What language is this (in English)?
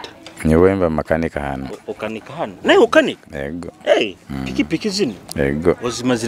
Nyoro